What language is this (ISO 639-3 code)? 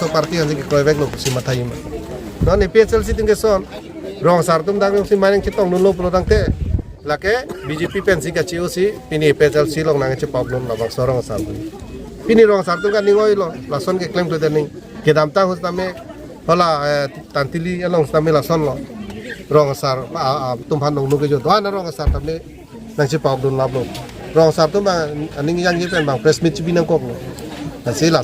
mjw